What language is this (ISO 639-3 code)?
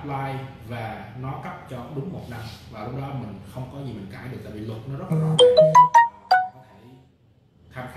vie